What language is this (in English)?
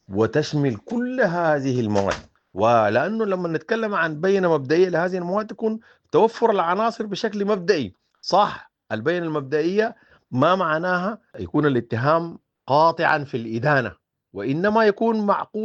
Sudanese Arabic